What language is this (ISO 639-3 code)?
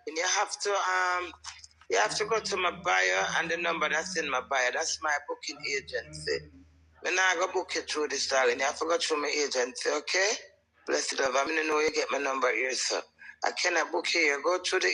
jam